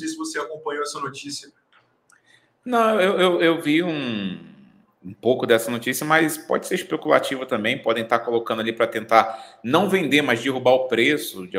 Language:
Portuguese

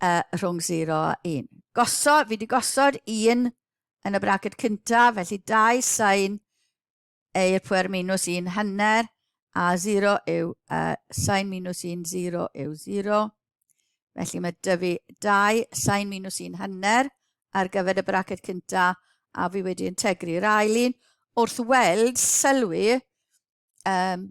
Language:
Welsh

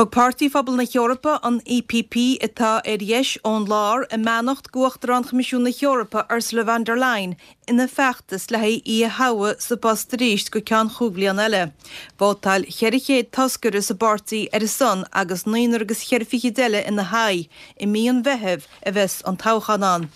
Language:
Irish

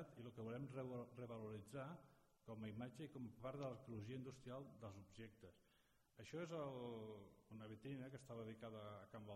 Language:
Catalan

